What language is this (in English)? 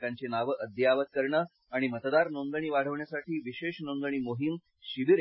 Marathi